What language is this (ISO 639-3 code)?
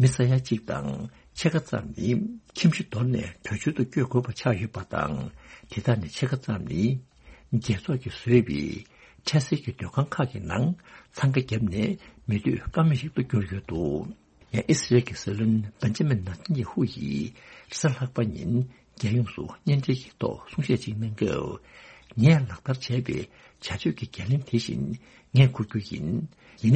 bod